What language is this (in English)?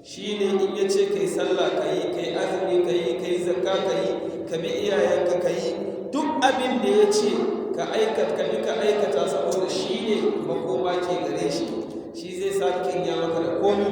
Hausa